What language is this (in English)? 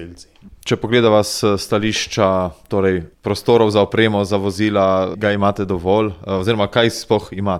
Slovenian